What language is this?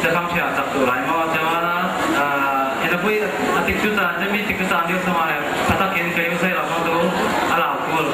Falam Chin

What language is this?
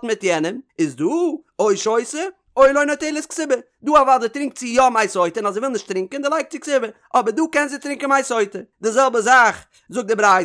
Yiddish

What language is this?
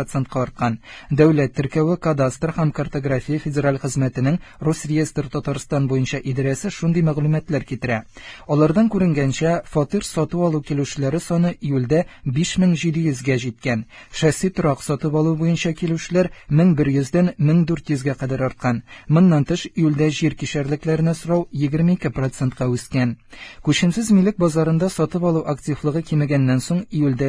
Tatar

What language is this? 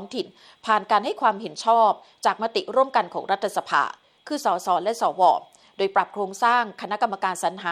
Thai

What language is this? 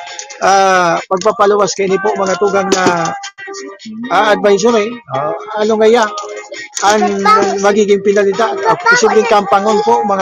Bikol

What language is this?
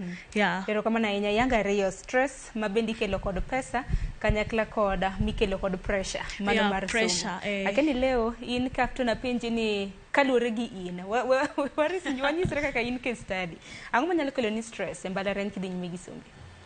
Luo (Kenya and Tanzania)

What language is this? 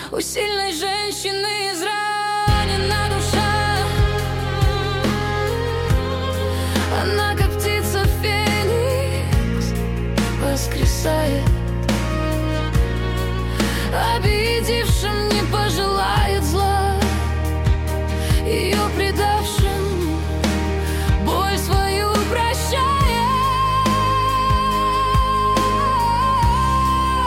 Russian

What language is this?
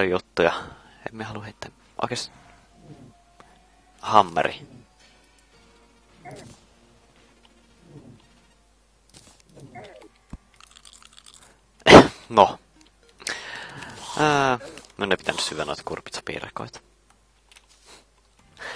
Finnish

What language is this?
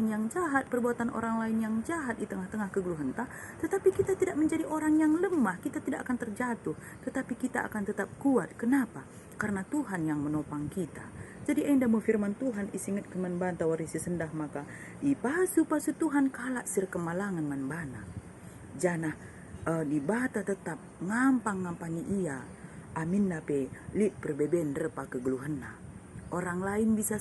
Batak Karo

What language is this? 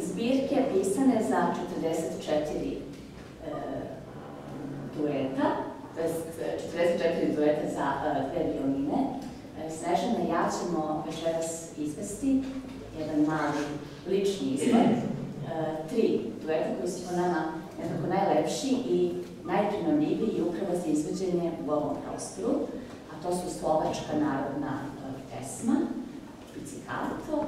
Serbian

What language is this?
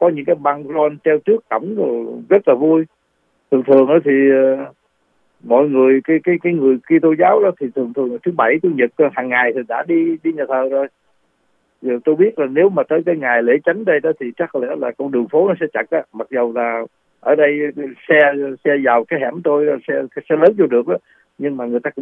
Vietnamese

